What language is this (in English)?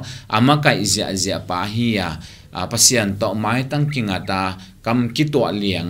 Tedim Chin